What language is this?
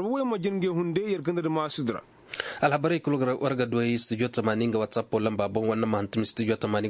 Koyraboro Senni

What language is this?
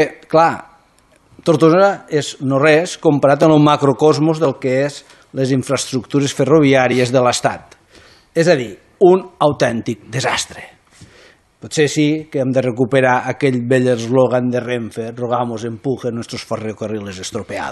Catalan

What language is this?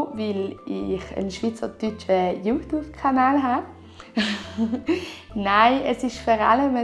Swiss German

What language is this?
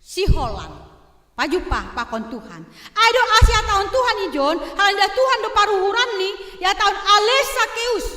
Batak Simalungun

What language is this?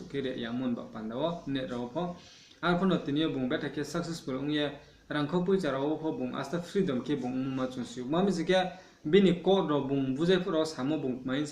Riang (India)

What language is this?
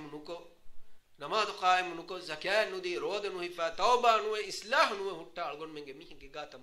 Divehi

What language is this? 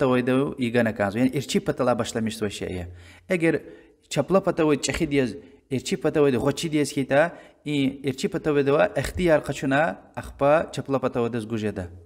Lezghian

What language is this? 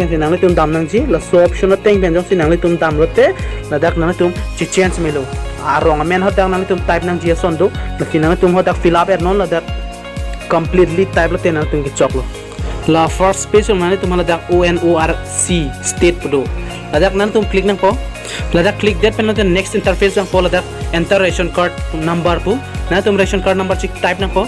Karbi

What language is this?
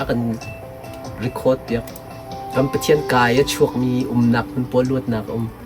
Hakha Chin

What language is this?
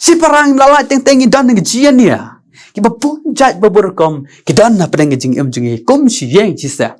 Khasi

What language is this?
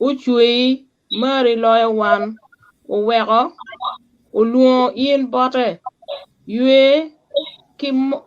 Acoli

